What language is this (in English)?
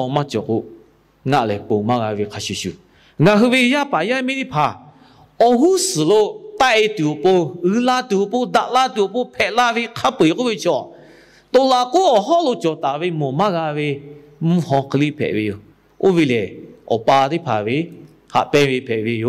Lahu